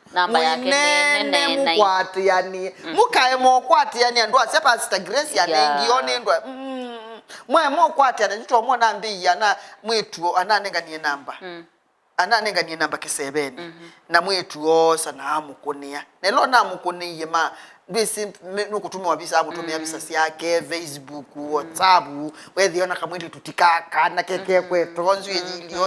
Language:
Kamba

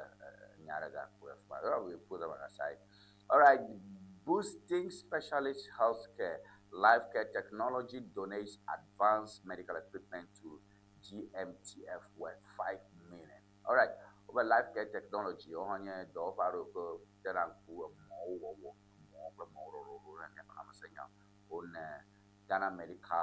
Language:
Ewe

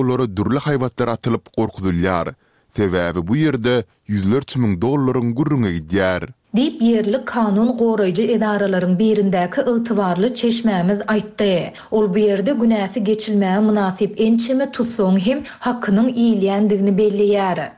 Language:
Turkmen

